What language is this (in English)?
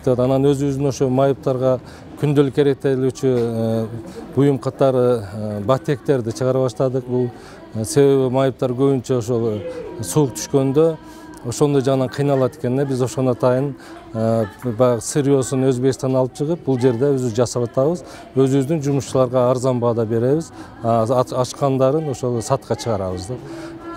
Kyrgyz